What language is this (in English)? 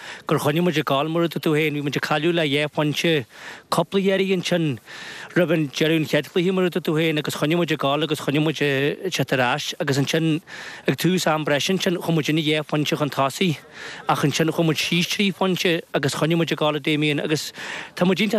Irish